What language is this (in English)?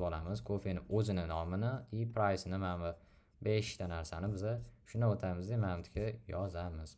Uzbek